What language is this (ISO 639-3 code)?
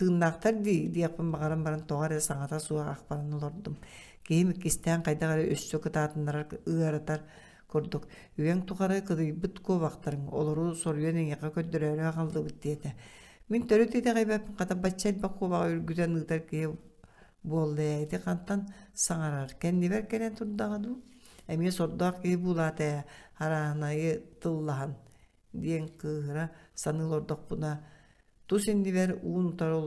sah